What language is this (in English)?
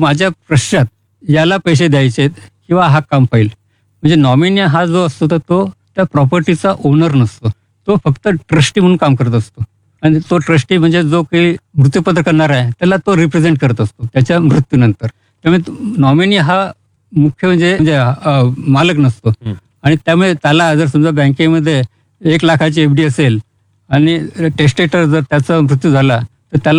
Marathi